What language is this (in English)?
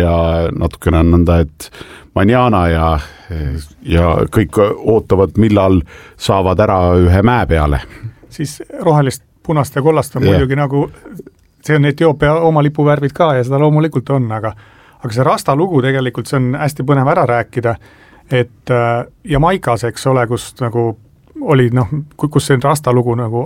Estonian